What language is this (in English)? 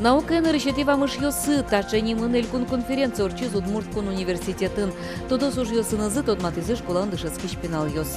Udmurt